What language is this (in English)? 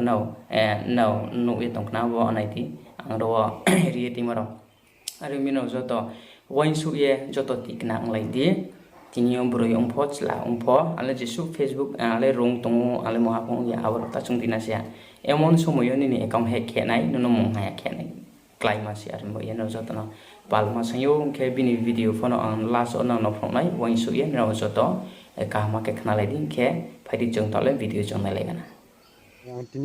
Riang (India)